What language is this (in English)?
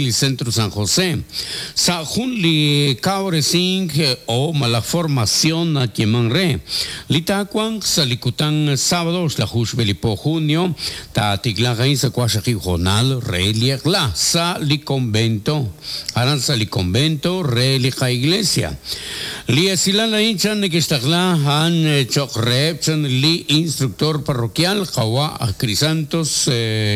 Kekchí